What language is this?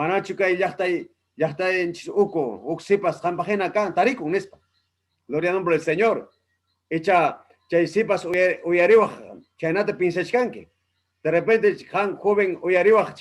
Ayacucho Quechua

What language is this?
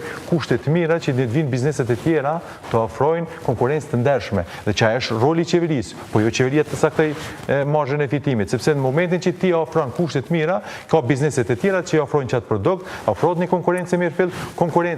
Albanian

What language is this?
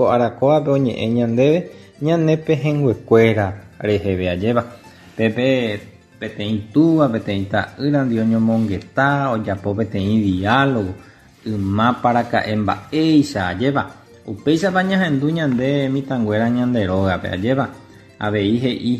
Guarani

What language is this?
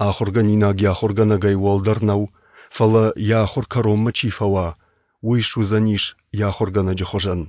Ossetic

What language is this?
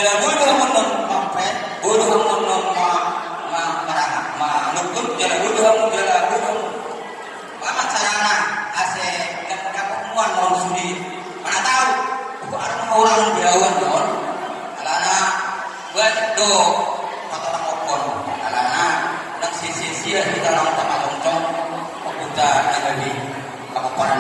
Batak Toba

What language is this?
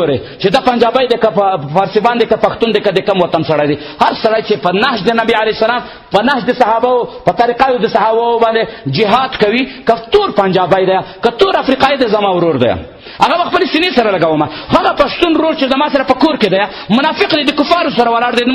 Pashto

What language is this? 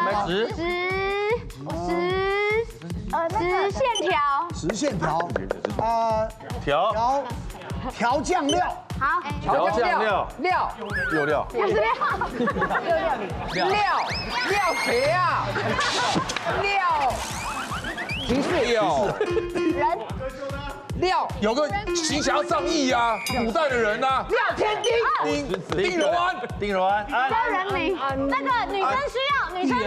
Chinese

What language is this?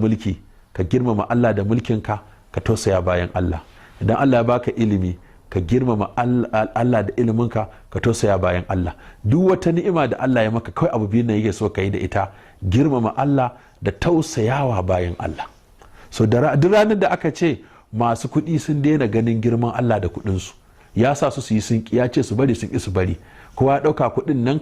Hausa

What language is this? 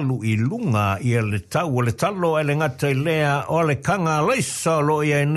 Samoan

